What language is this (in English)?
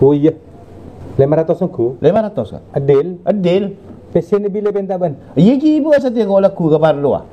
Madurese